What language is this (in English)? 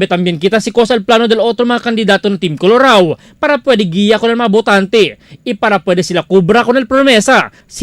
Chavacano